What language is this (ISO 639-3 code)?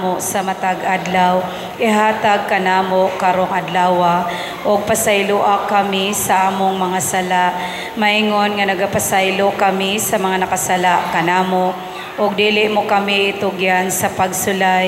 ceb